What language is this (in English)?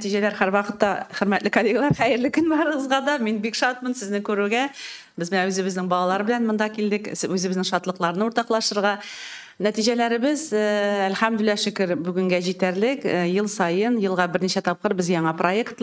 Tatar